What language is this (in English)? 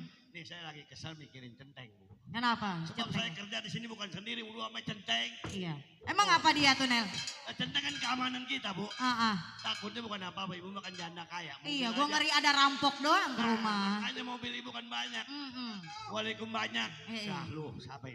Betawi